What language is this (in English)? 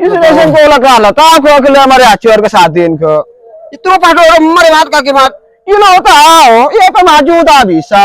Madurese